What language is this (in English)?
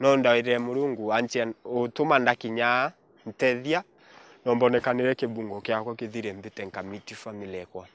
Meru